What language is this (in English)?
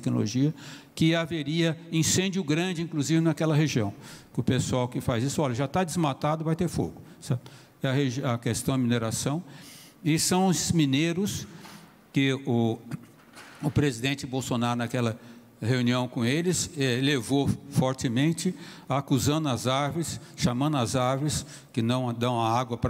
Portuguese